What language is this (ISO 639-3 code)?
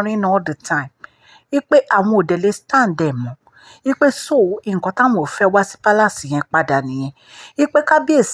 yor